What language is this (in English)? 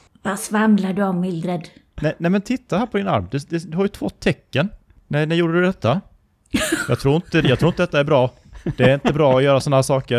Swedish